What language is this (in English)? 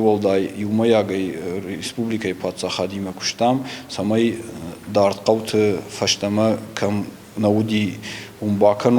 Ossetic